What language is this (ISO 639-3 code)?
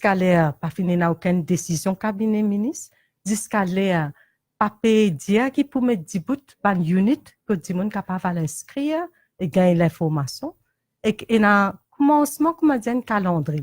mfe